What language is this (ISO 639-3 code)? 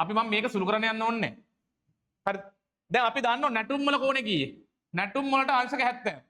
sin